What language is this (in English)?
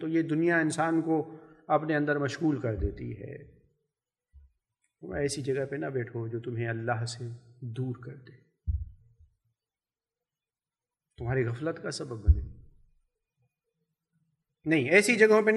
Urdu